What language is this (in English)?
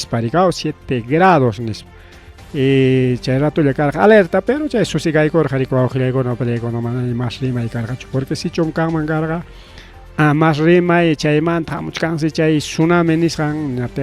Ayacucho Quechua